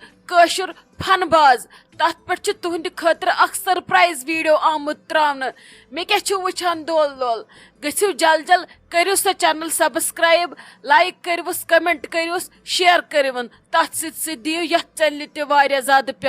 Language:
Kashmiri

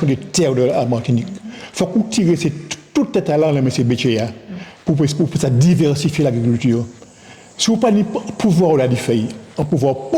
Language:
Guadeloupean Creole French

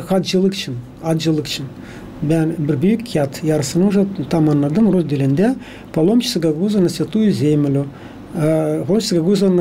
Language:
Gagauz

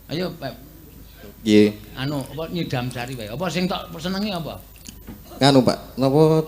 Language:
Javanese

